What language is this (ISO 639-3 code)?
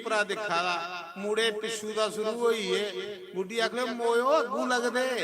doi